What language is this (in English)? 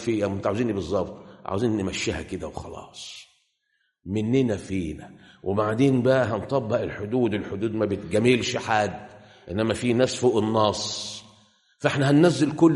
Egyptian Arabic